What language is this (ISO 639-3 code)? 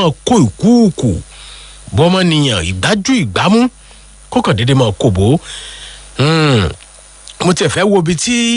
yor